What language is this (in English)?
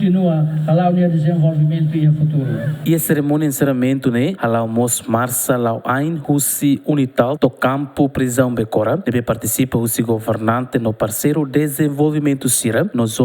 Tetum